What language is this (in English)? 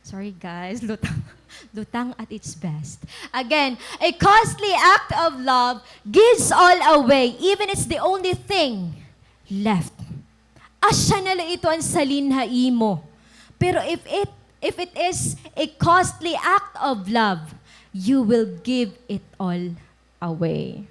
Waray